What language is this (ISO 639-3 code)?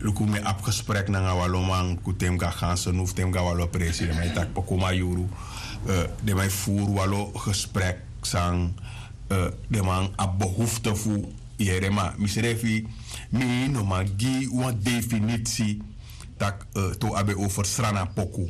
srn